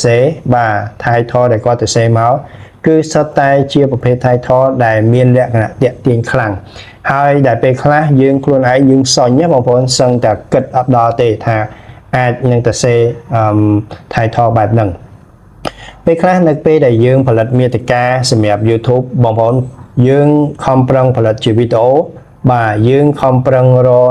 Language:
Khmer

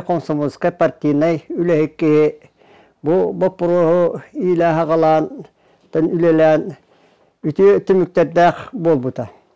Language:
Yakut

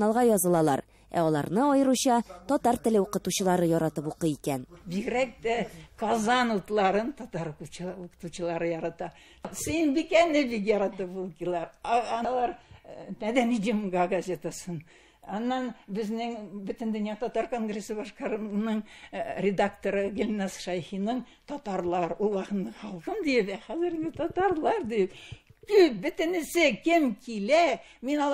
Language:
Tatar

